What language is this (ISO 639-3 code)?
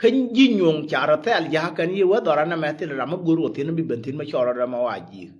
nus